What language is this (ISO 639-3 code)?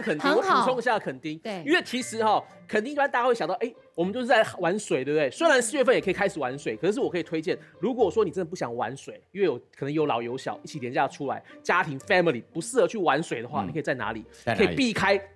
zho